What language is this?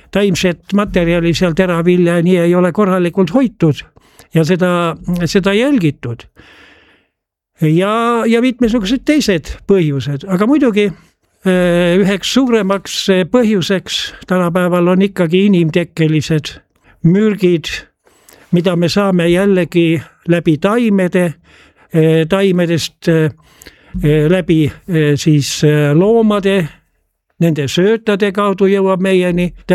Estonian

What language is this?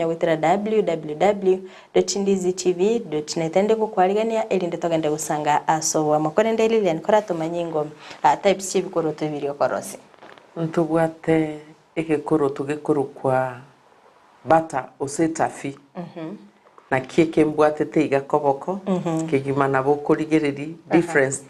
Gusii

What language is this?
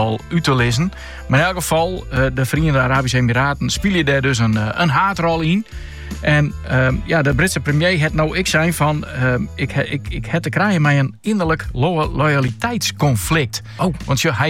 Dutch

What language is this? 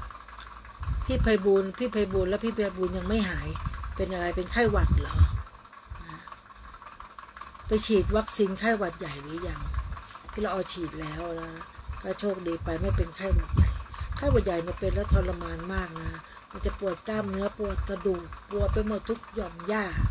Thai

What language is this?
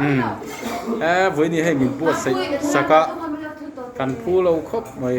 Mizo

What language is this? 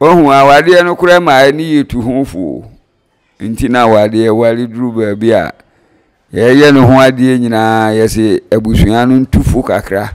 Akan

